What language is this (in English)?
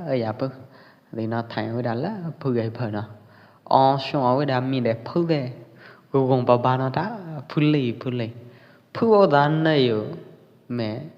Pwo Eastern Karen